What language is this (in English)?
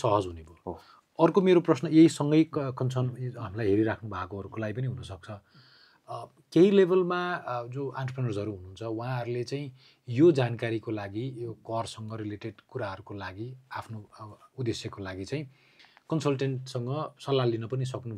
Nepali